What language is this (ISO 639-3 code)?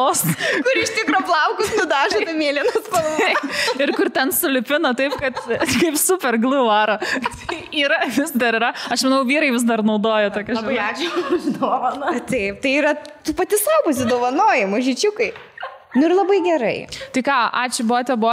lit